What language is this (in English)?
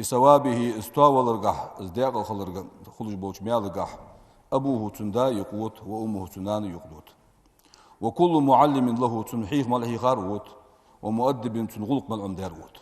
Ingush